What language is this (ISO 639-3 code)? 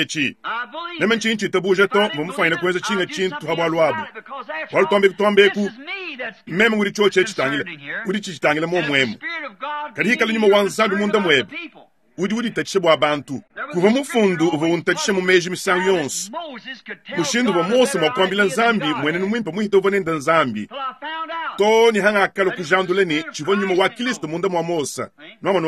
lua